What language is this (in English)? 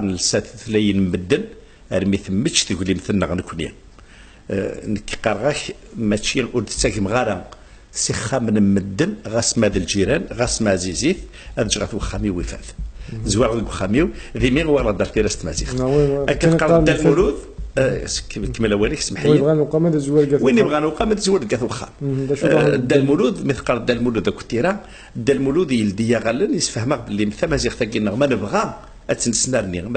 Kabyle